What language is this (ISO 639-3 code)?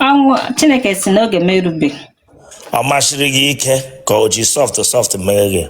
ibo